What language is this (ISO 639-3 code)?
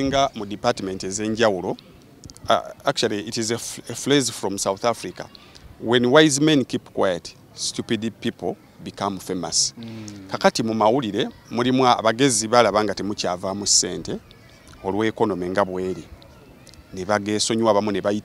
lug